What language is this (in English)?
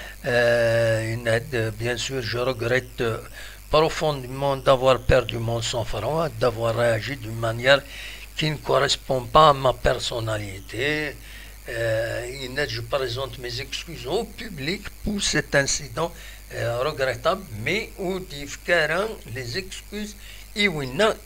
Kabyle